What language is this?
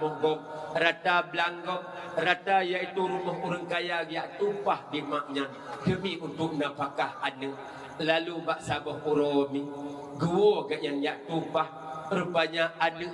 Achinese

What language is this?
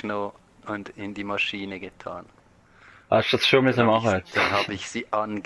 Swiss German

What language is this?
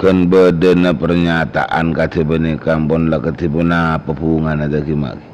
Madurese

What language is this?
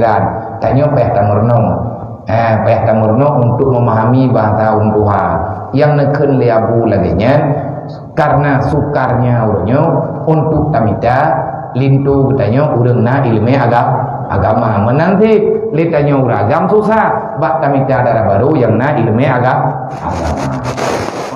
Achinese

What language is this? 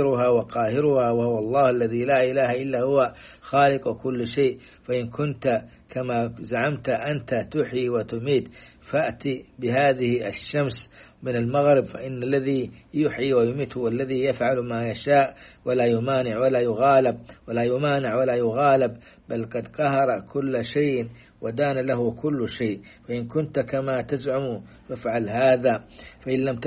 Arabic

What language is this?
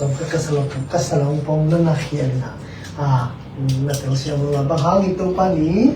Tedim Chin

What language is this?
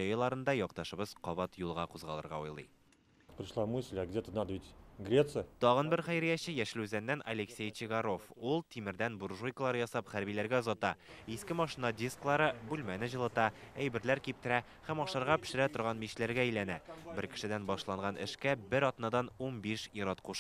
Tatar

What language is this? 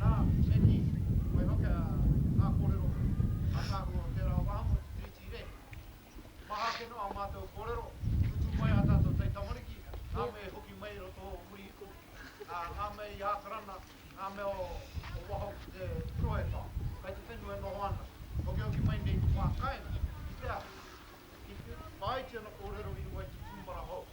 Māori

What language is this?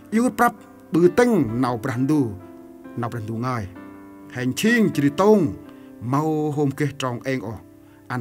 Central Mnong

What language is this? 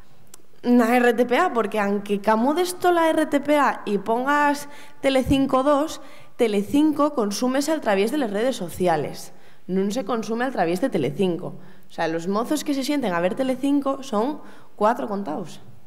Asturian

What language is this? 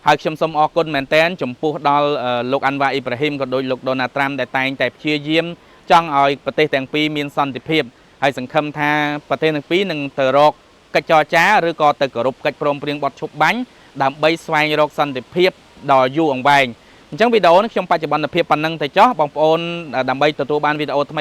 Khmer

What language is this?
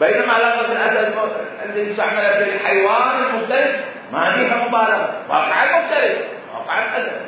Mesopotamian Arabic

